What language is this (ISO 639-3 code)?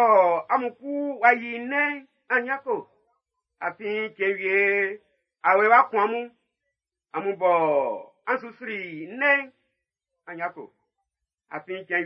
bci